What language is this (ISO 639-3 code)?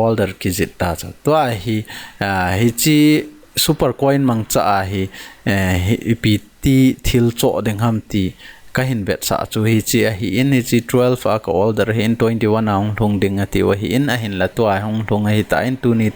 tcz